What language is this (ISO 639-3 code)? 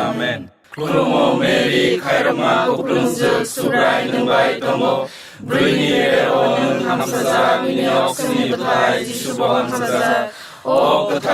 trp